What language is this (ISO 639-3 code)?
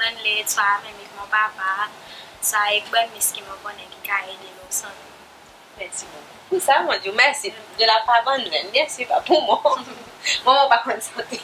crs